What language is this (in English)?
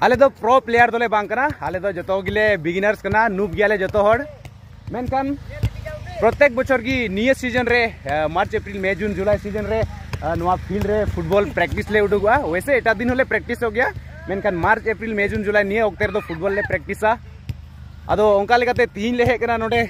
Santali